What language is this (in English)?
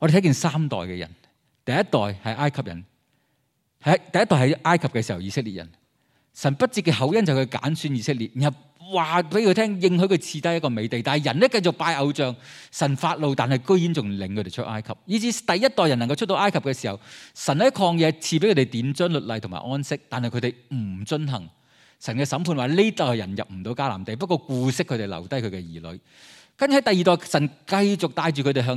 Cantonese